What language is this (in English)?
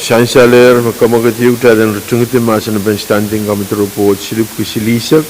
Pohnpeian